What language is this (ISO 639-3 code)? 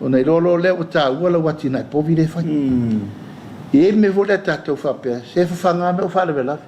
smo